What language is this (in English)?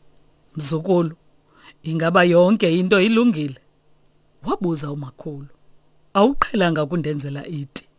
Xhosa